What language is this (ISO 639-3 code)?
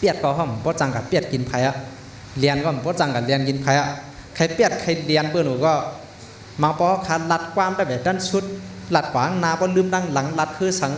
shn